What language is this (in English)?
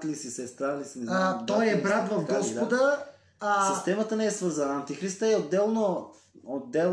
Bulgarian